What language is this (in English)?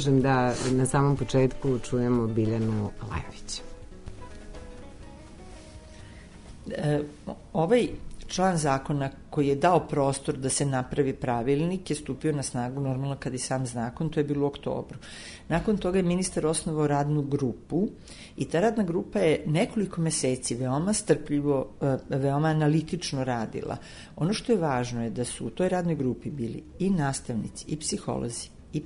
Serbian